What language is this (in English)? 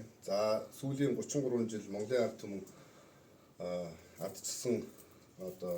Mongolian